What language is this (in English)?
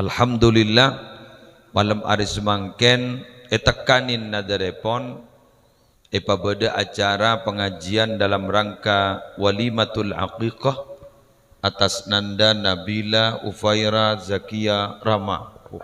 Madurese